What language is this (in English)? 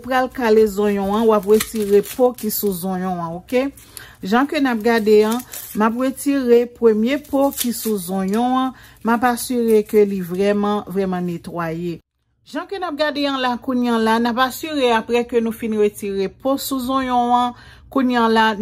Haitian Creole